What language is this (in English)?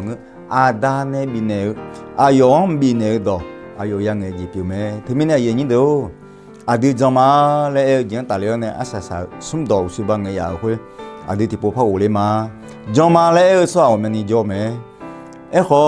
Akha